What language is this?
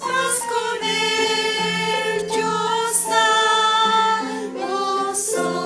Aymara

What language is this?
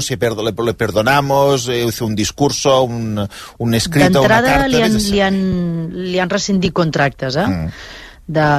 Catalan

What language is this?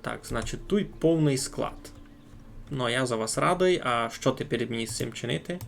Rusyn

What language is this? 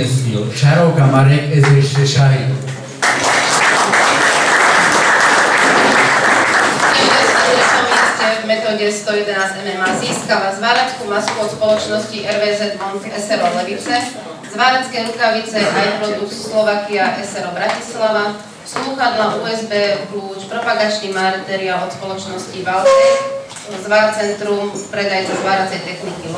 Slovak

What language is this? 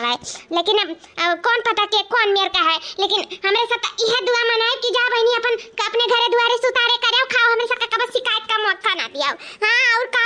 Awadhi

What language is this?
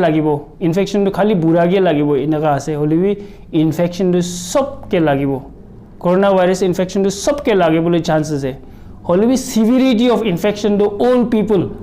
Naga Pidgin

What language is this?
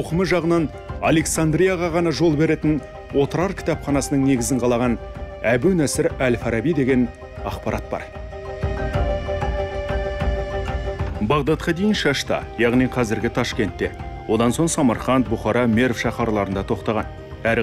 Kazakh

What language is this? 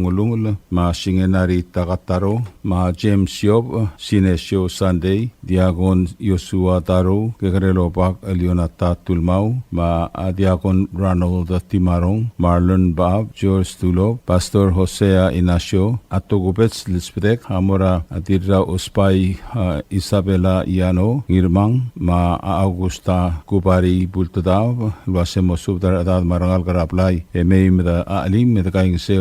Palauan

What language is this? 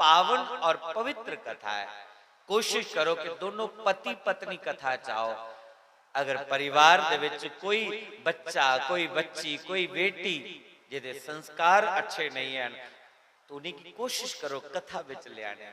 Dogri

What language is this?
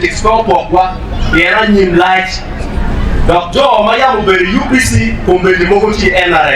Acoli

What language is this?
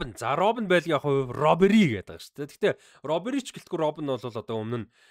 Mongolian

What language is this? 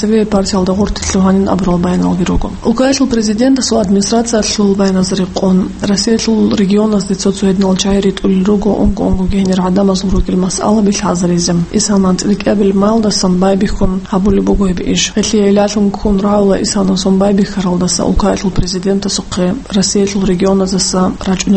Avaric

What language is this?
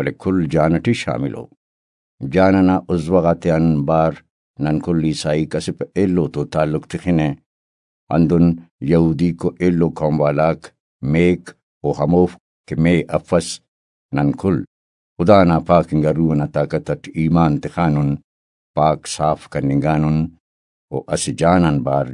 Brahui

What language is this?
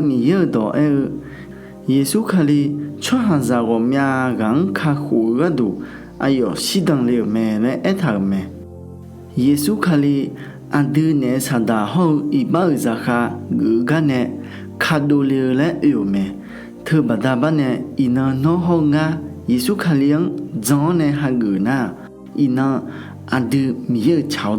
Akha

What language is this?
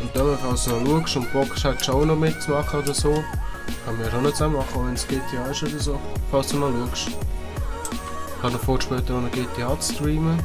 Swiss German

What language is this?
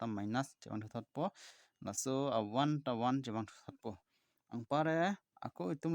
Karbi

